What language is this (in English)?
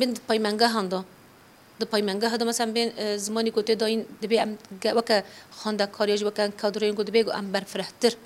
Kurdish